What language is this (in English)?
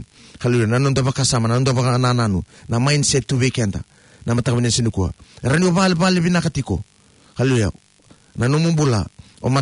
Fijian